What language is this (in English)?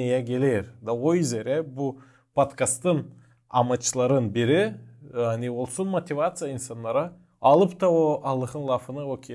Gagauz